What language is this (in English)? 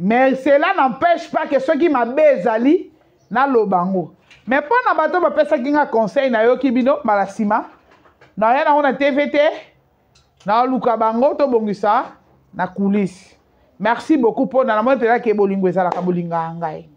Lingala